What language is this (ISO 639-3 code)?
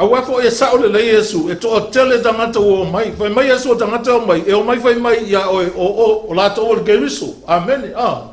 smo